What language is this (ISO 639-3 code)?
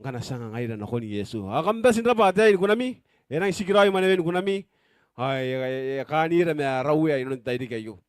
gil